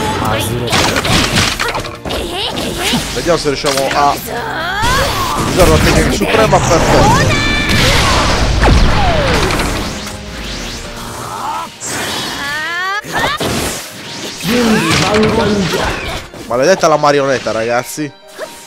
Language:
Italian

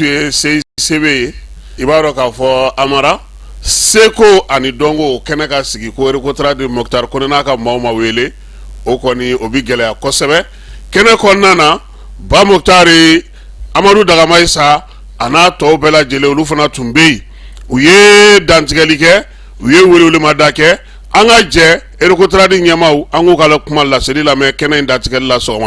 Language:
Bambara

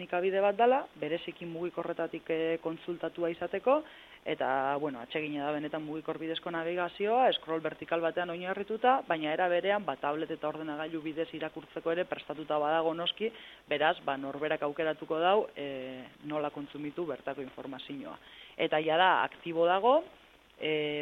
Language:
Basque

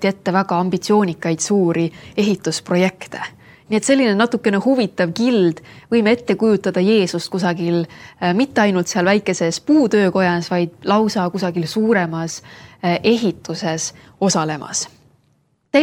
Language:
Estonian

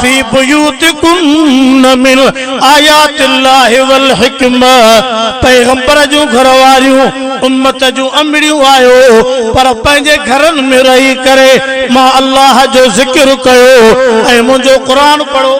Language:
Sindhi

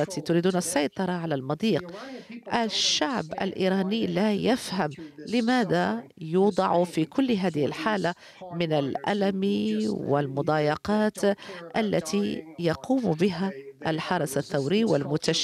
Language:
Arabic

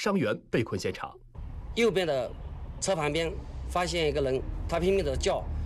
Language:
Chinese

